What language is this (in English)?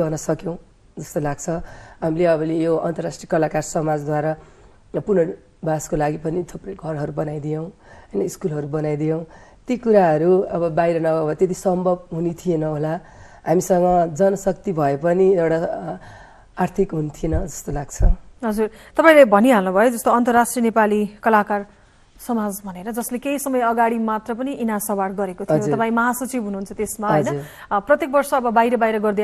Nepali